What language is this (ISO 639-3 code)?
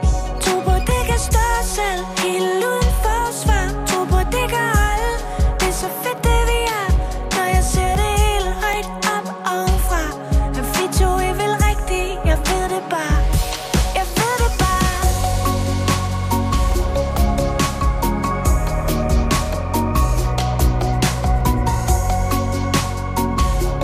dan